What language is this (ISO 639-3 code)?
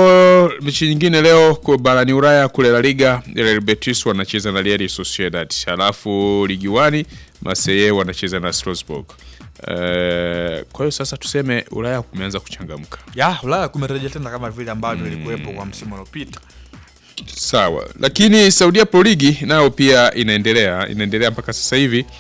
swa